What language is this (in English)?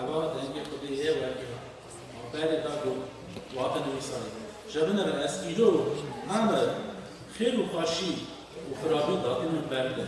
Kurdish